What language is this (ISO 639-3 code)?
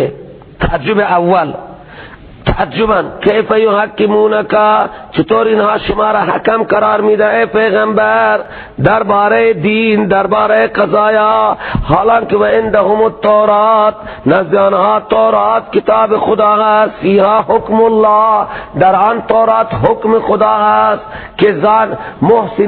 fas